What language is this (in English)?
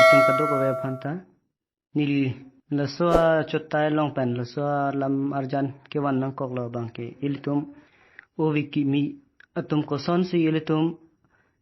Karbi